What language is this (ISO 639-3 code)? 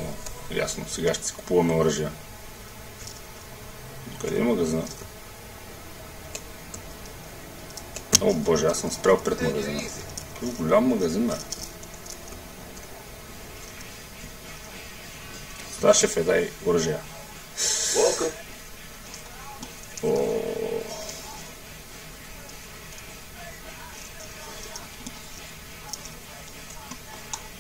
bul